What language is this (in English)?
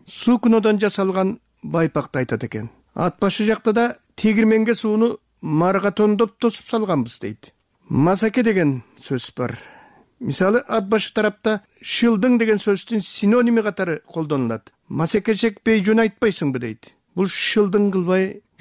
Kyrgyz